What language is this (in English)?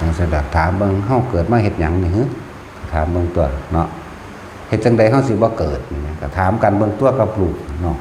Northeastern Thai